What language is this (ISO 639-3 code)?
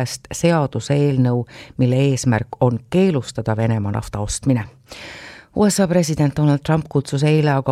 est